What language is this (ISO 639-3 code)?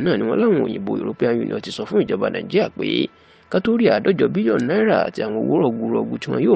yor